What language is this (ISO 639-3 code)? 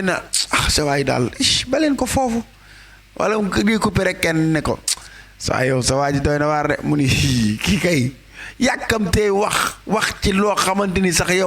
wol